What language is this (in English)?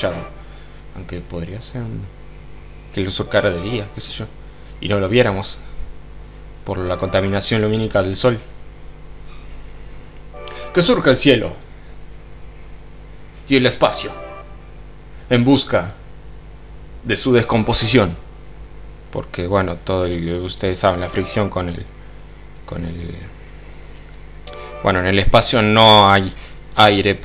Spanish